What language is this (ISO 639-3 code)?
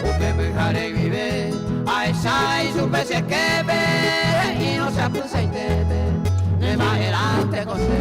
grn